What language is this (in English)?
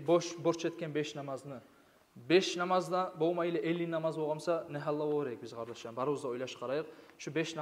Kumyk